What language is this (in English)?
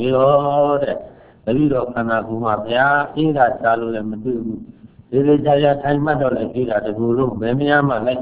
Burmese